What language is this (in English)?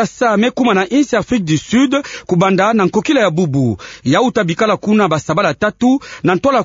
Kituba (Democratic Republic of Congo)